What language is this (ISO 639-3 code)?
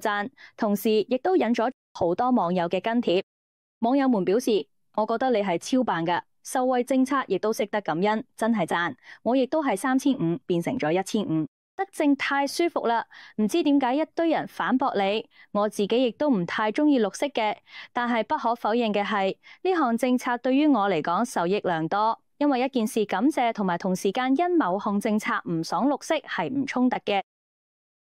yue